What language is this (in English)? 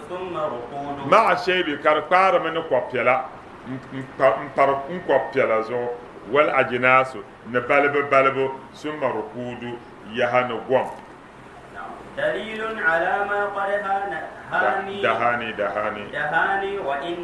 Dagbani